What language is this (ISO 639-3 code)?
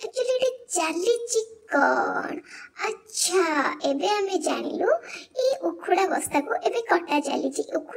ori